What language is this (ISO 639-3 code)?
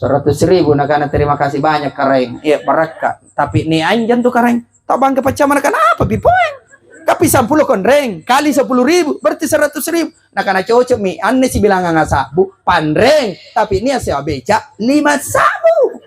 mak